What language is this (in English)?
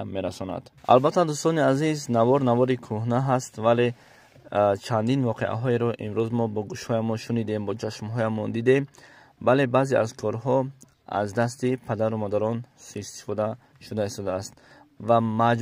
Tajik